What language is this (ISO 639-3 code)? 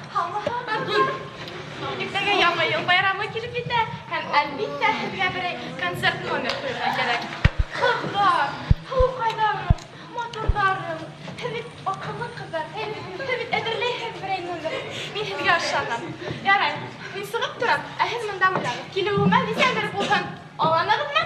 bak